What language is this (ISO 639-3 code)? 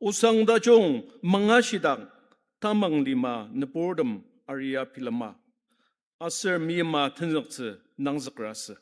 njo